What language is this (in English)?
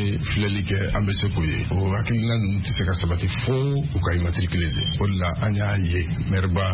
Bambara